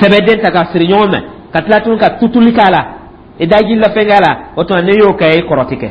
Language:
Dyula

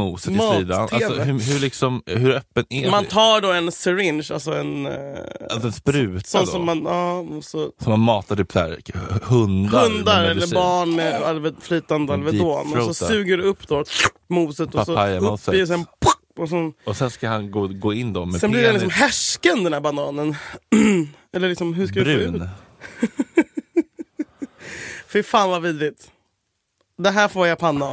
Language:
Swedish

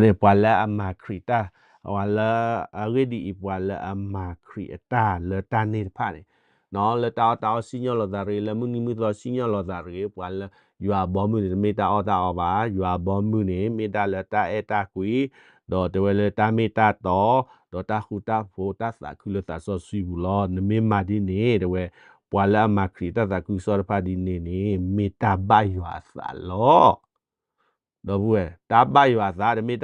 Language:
S'gaw Karen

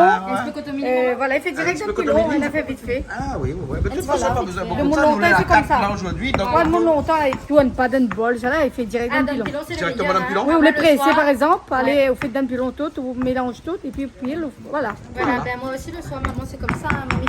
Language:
Réunion Creole French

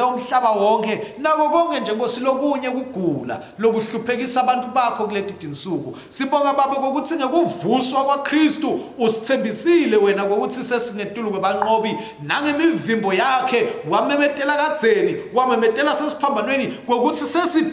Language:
Swati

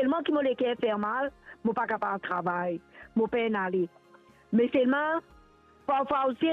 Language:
Morisyen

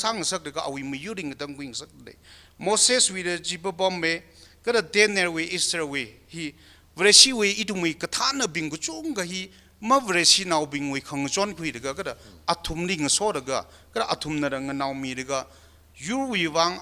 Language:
Tangkhul Naga (India)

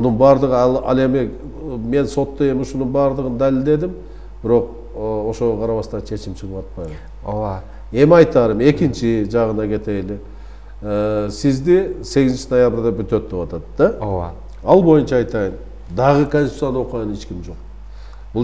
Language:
Kyrgyz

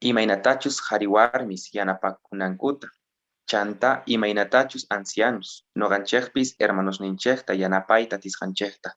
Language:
South Bolivian Quechua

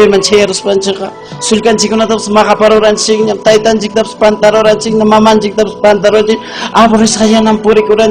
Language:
Ayacucho Quechua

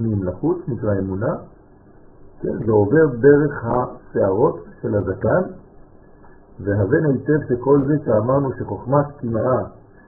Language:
Hebrew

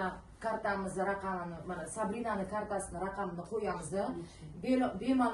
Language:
Uzbek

